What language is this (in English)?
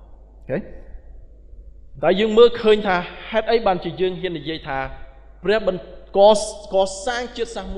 Khmer